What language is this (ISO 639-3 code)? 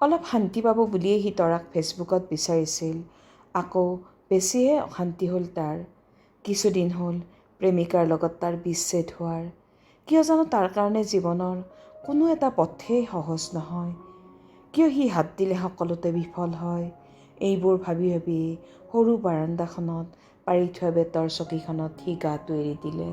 asm